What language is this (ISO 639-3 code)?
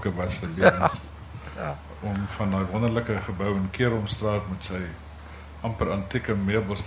afr